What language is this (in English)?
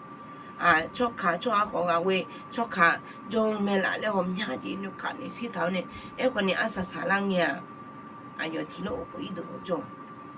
Akha